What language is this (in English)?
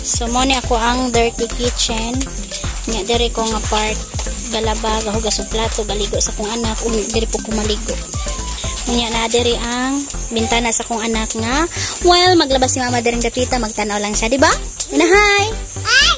Cebuano